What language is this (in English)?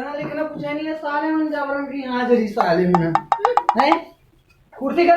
Chhattisgarhi